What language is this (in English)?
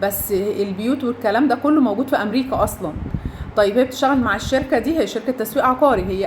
Egyptian Arabic